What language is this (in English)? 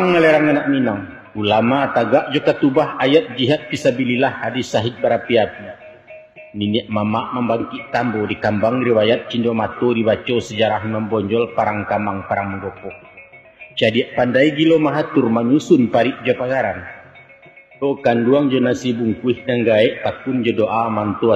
Minangkabau